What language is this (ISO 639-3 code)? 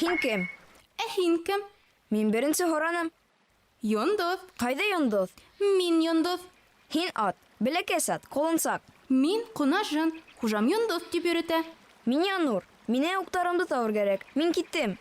bak